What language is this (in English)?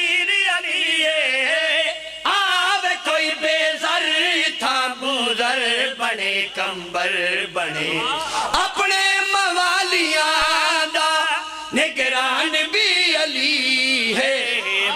Pahari-Potwari